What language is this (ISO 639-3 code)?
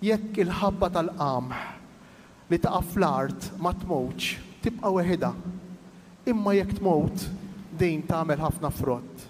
mlt